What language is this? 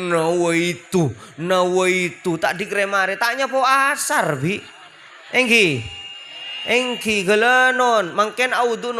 Madurese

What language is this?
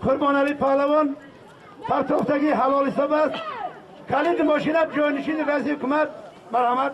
Tajik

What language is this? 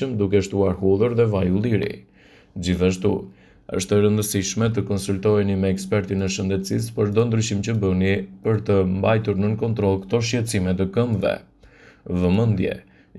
Albanian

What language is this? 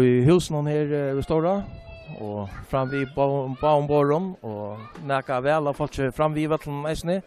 Faroese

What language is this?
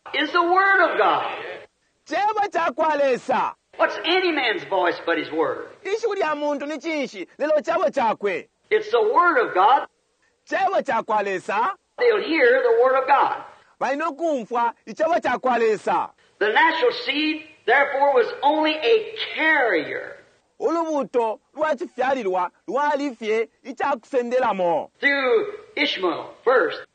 Bemba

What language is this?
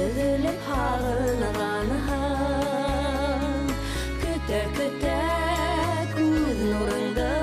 Bashkir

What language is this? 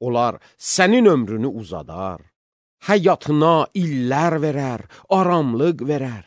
Azerbaijani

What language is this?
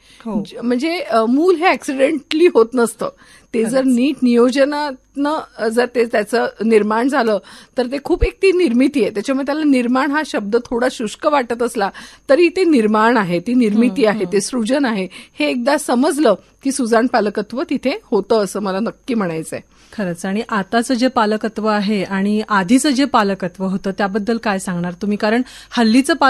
Marathi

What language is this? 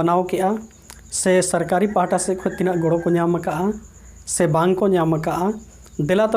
Santali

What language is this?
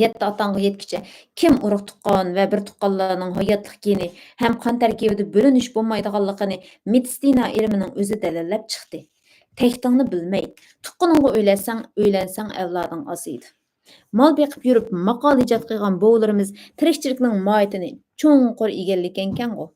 Uyghur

